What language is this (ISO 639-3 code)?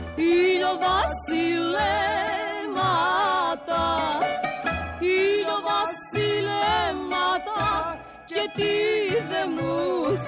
ell